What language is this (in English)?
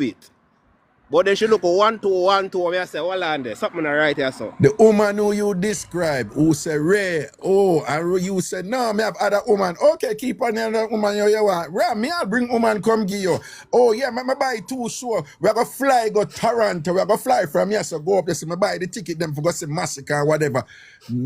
Jamaican Creole English